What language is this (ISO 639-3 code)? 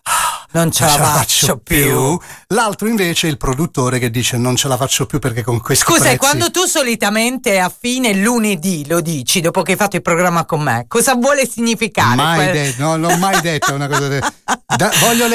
ita